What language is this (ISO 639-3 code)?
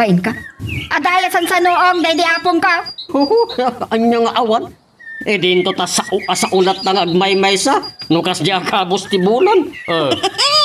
ilo